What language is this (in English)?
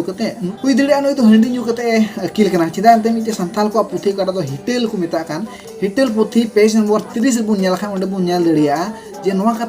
Santali